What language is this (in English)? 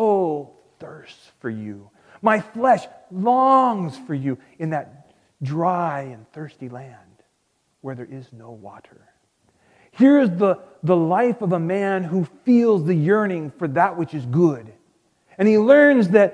English